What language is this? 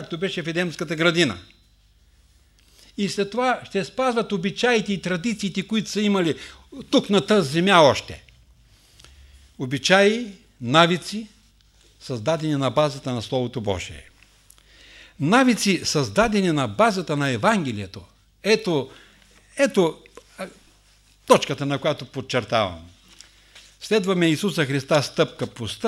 Bulgarian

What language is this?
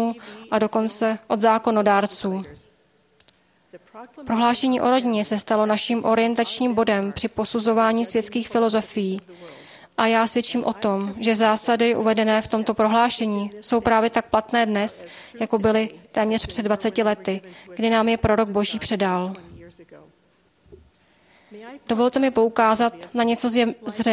Czech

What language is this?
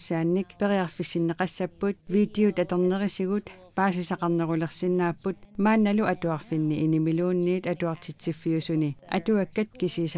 Kalaallisut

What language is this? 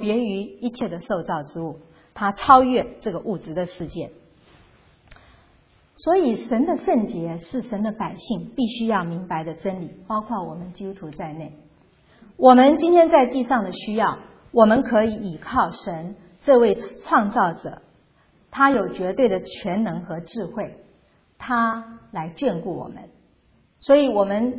Chinese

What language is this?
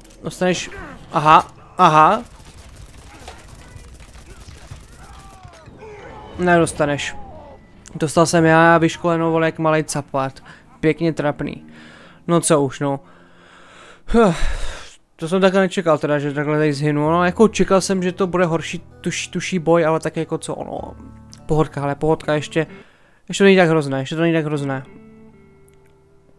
Czech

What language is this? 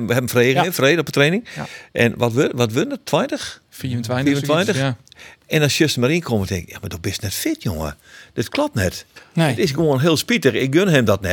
Western Frisian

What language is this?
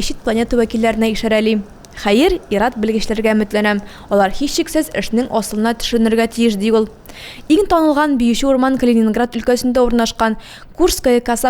Tatar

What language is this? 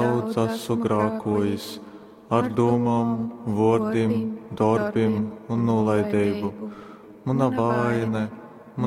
Latgalian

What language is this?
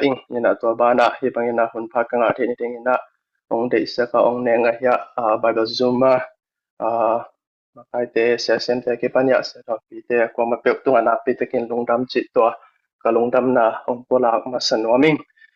Tedim Chin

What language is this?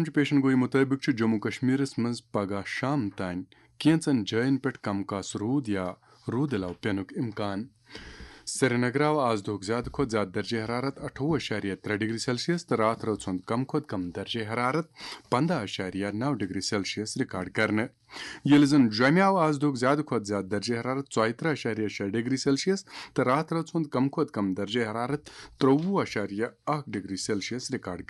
Kashmiri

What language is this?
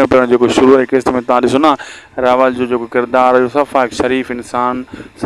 Sindhi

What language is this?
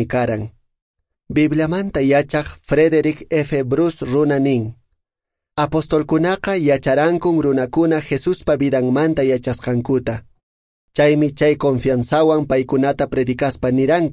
Quechua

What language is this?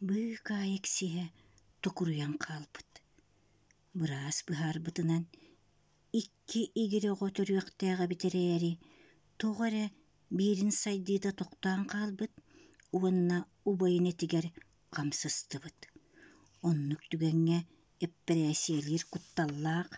Yakut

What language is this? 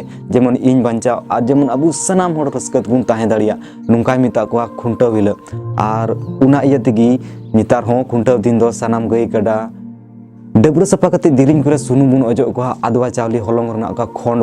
Santali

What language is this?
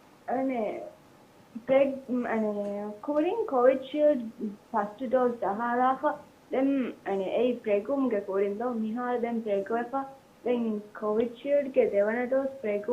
Divehi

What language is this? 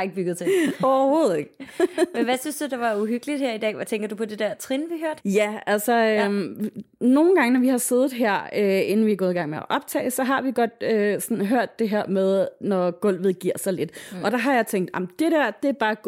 Danish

